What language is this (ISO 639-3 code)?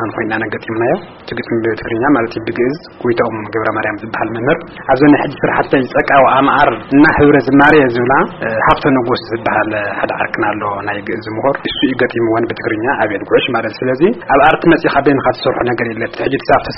tir